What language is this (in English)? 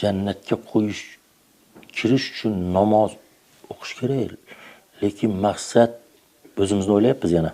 Uzbek